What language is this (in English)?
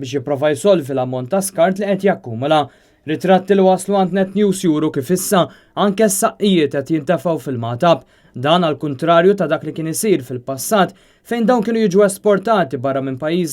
Maltese